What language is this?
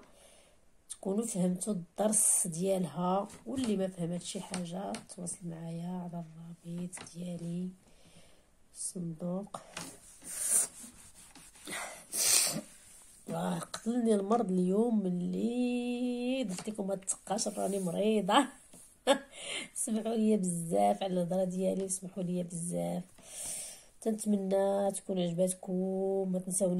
Moroccan Arabic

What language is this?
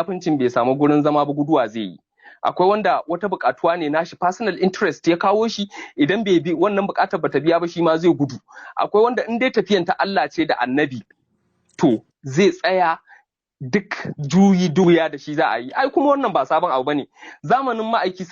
Hausa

